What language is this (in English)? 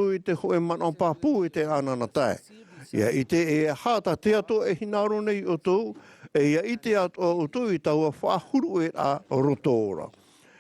Tahitian